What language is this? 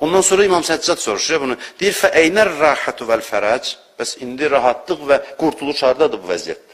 Azerbaijani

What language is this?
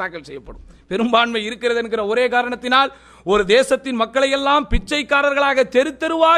Tamil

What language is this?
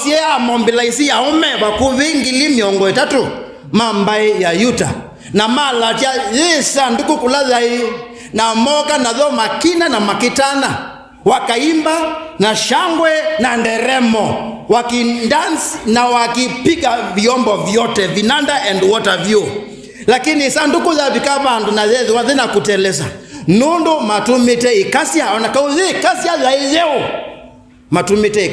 Kamba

